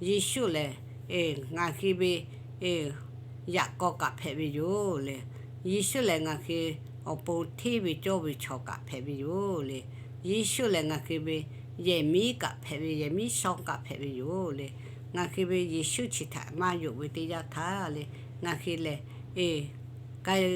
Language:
Lahu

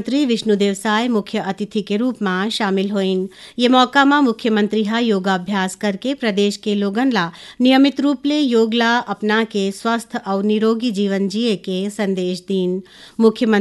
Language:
Chhattisgarhi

